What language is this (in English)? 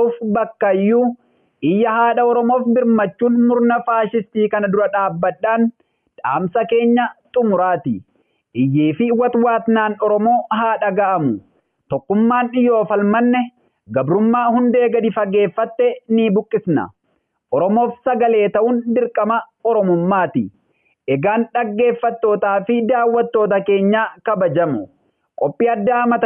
Oromo